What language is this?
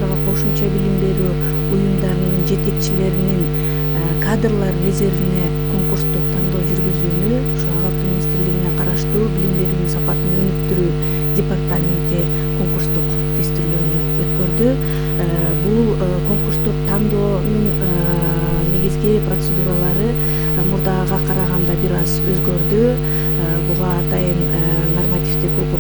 Kyrgyz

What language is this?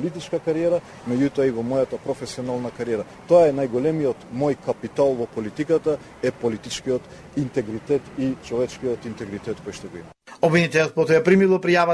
Macedonian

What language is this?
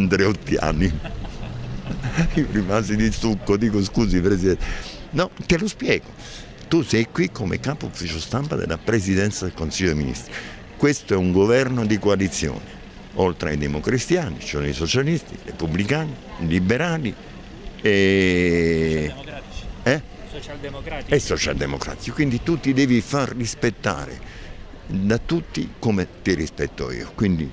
Italian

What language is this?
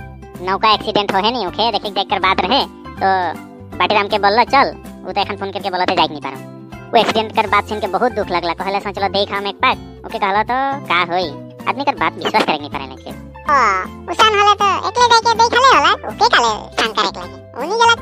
Sadri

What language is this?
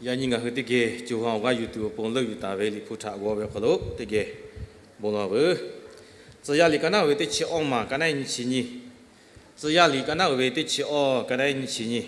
Lahu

